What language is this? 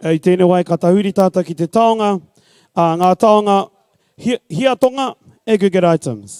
Māori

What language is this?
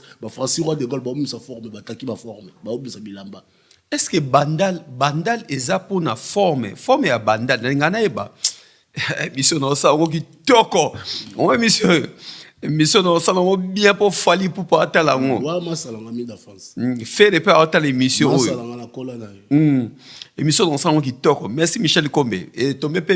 Lingala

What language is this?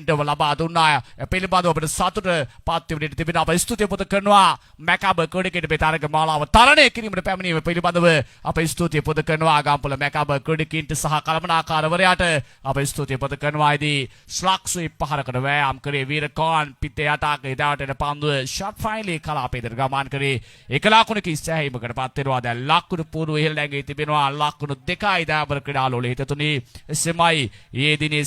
Sinhala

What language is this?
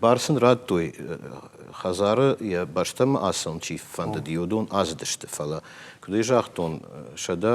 Ossetic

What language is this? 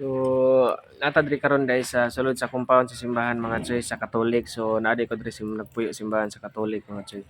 Cebuano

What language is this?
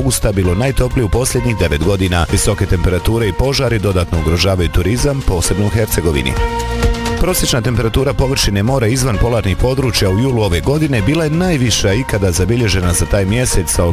Bosnian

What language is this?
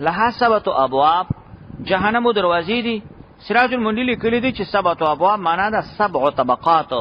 Pashto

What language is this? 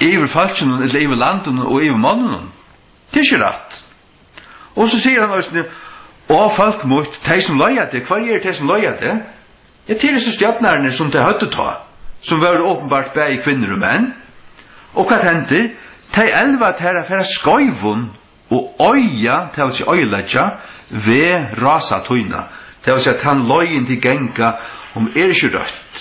Faroese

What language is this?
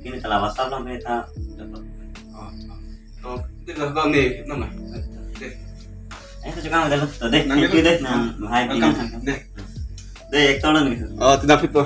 Karbi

